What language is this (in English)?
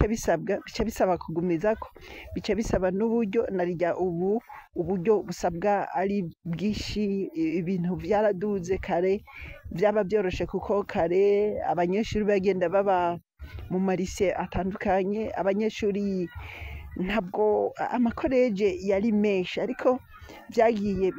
Rundi